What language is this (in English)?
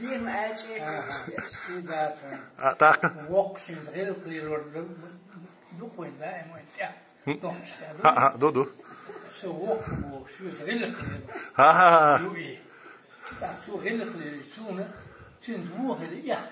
Chechen